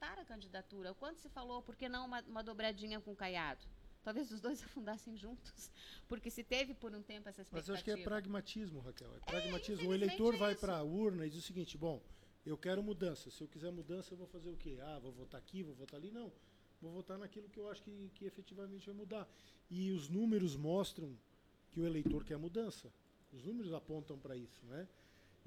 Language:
Portuguese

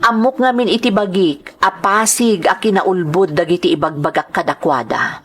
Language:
Iloko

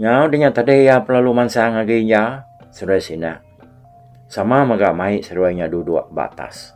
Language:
Iban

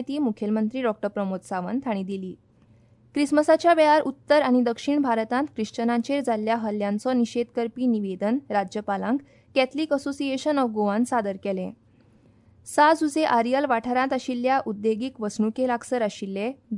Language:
Konkani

